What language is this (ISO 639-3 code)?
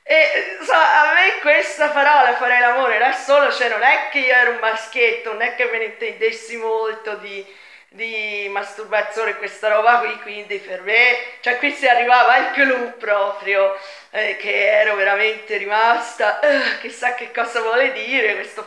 ita